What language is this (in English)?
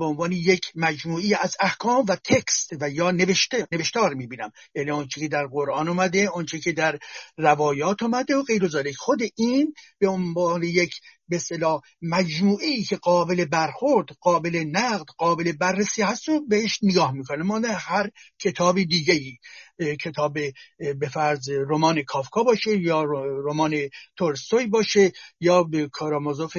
Persian